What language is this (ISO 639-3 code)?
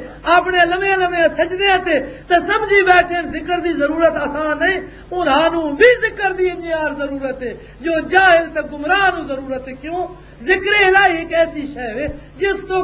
lah